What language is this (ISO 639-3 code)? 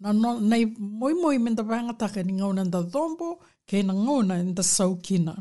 fij